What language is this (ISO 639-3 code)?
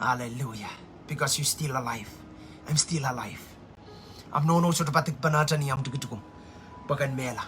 pon